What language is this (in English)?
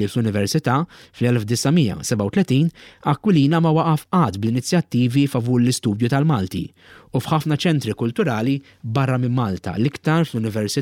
Maltese